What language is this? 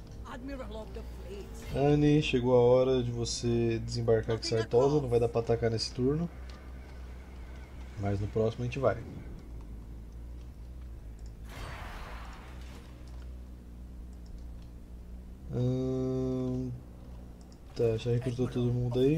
Portuguese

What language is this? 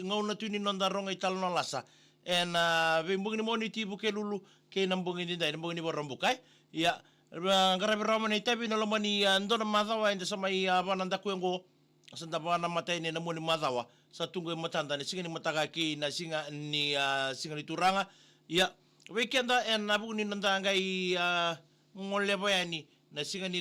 Fijian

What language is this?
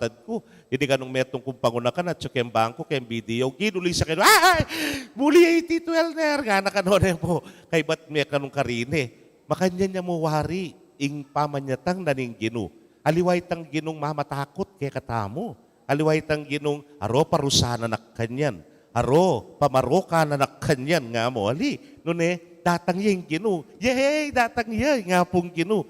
Pampanga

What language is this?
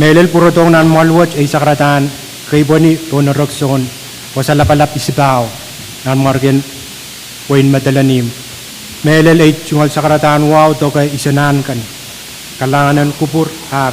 Pohnpeian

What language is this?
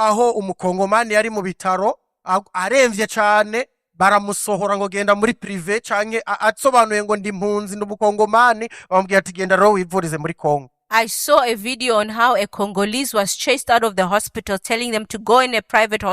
Rundi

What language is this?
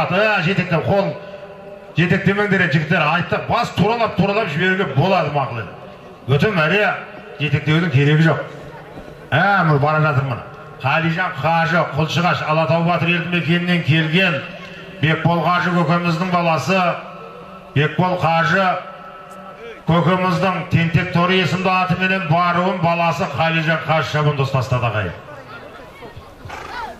Kazakh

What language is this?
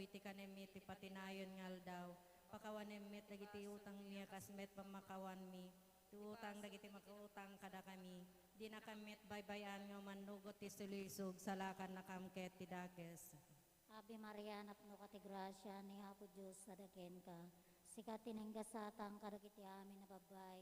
Iloko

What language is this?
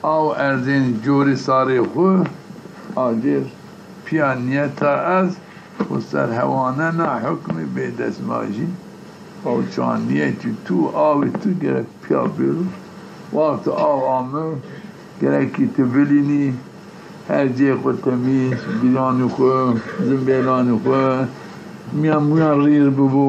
Zaza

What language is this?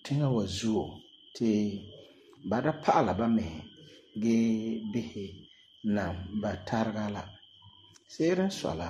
Frafra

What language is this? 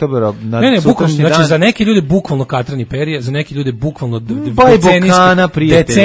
Serbian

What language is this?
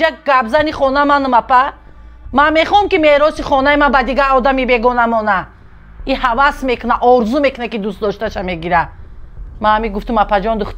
Tajik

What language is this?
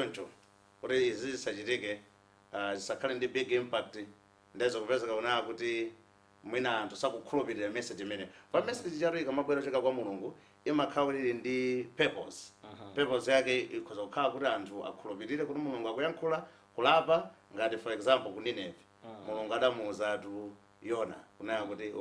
Nyanja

